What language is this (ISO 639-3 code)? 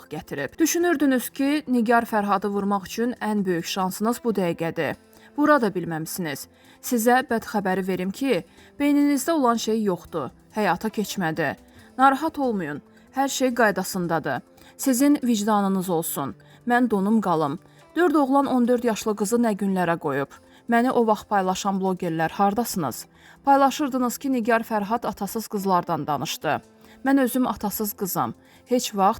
aze